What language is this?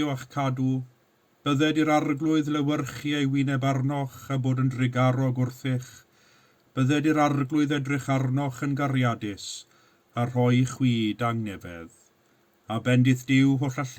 Welsh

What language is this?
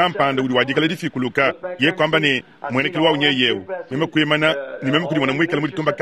Luba-Lulua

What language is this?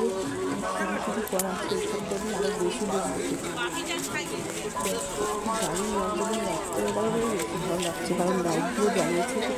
Bangla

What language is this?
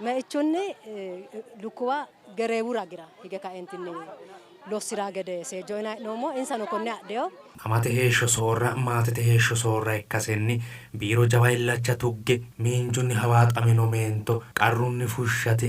Sidamo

